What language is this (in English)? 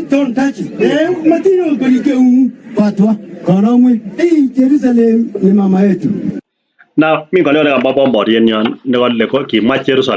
Kalenjin